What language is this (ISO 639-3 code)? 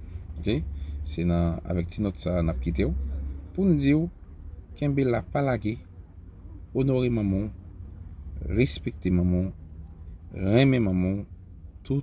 hat